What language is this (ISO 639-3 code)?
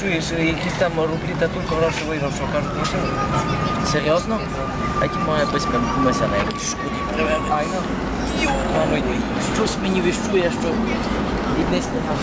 rue